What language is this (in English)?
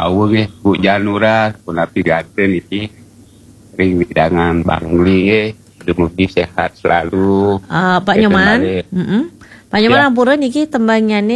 Balinese